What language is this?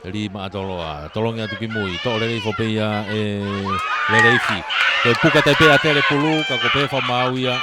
Tongan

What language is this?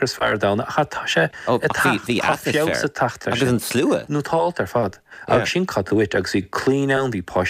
Irish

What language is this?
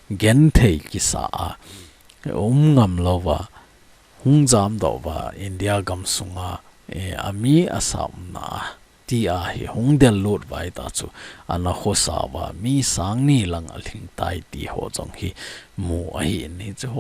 Thado Chin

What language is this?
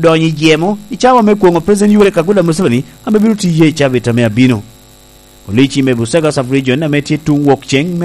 Lango (Uganda)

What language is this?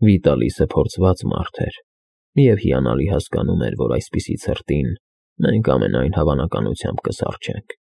Armenian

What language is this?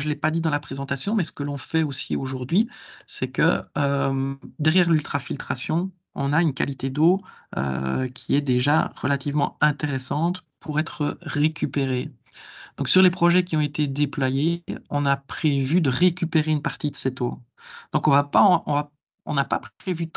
French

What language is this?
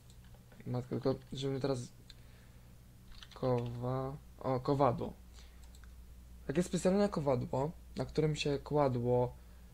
Polish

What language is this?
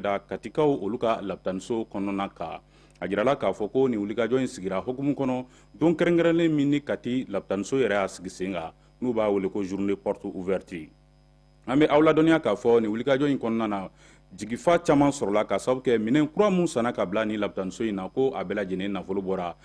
Bambara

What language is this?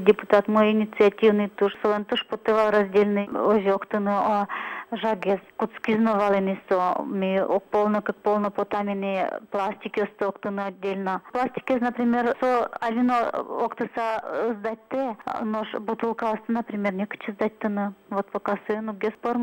Udmurt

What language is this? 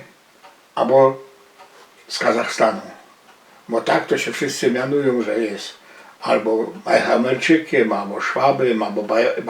Silesian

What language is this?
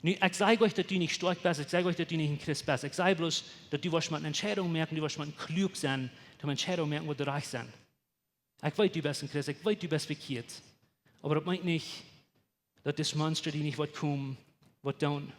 Plautdietsch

